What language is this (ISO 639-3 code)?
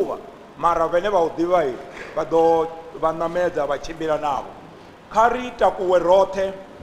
ven